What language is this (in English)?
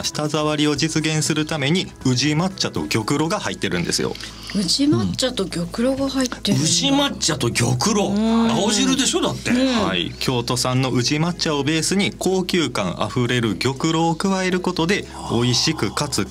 Japanese